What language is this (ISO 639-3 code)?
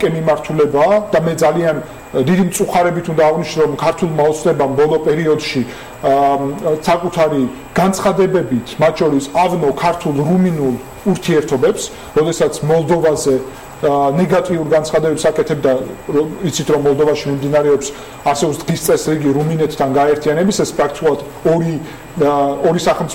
kat